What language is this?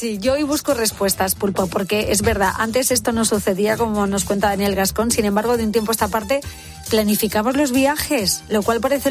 Spanish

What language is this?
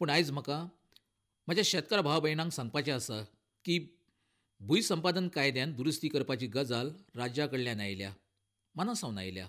Konkani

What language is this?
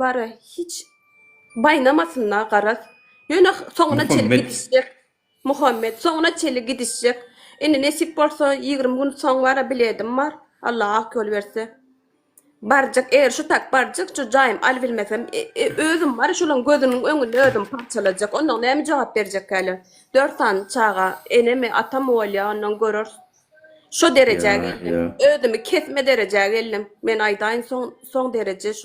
Turkmen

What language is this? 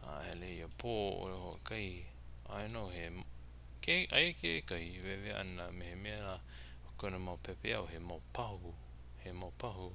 Hawaiian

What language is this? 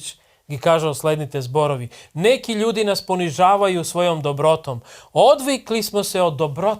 Macedonian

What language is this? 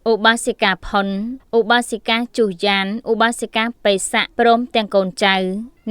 Khmer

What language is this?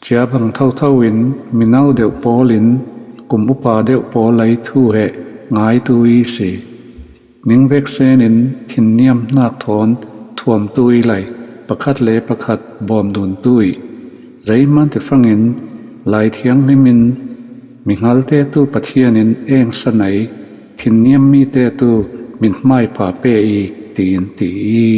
Falam Chin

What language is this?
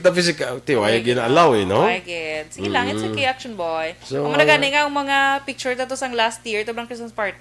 Hiligaynon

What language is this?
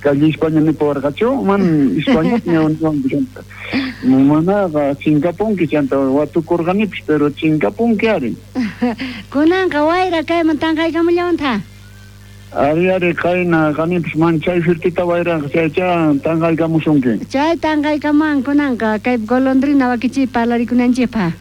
South Bolivian Quechua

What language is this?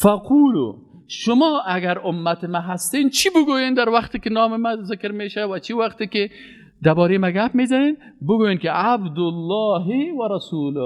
Persian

